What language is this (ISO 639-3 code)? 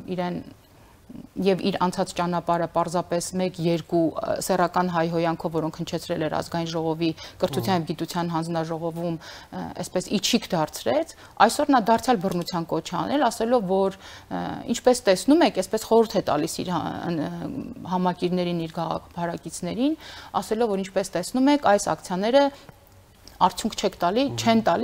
hye